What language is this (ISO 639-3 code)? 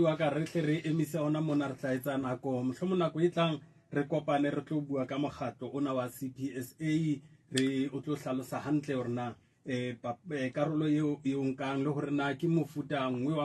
sot